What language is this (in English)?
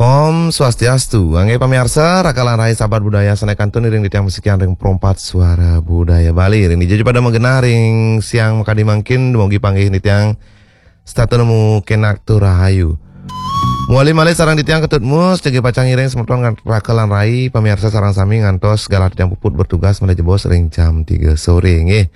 Balinese